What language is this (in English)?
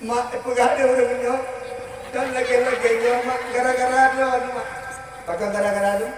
Achinese